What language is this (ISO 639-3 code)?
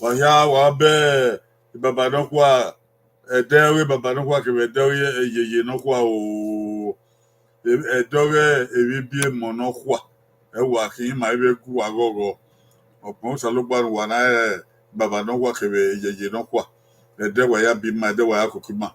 bin